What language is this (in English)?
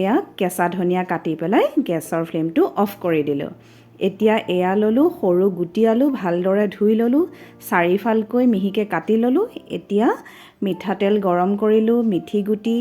Assamese